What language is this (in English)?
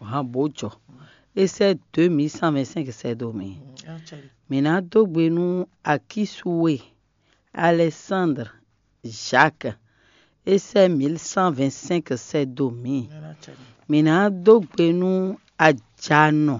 Fon